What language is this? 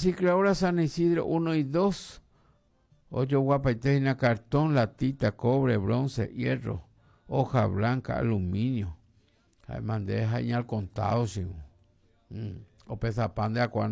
Guarani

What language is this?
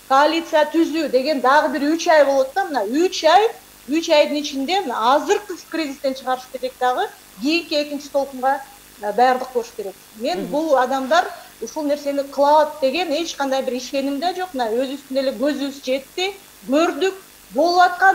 Kyrgyz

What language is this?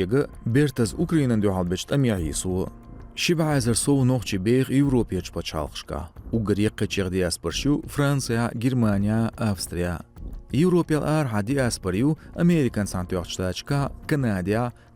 Chechen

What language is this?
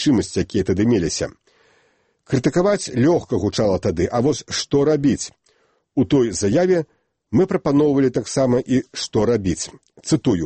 Belarusian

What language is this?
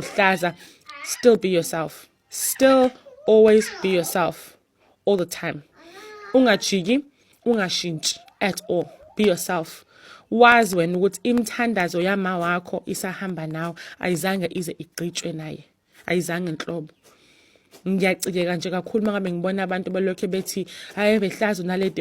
Zulu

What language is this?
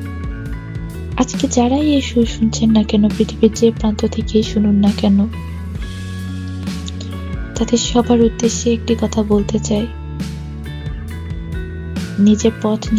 Bangla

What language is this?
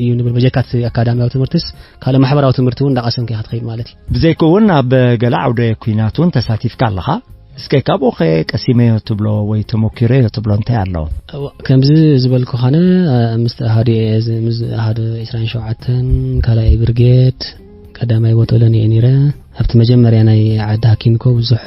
Tigrinya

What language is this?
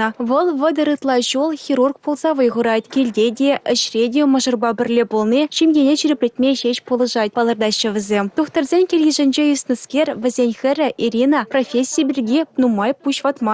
Chuvash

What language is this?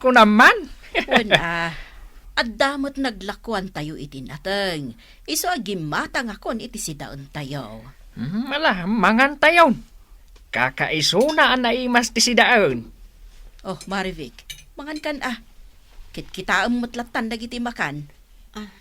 Iloko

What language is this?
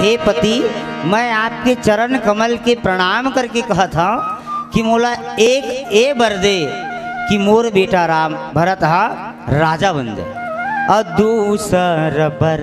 Chhattisgarhi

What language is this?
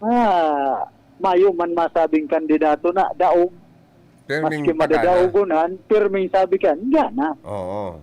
Bikol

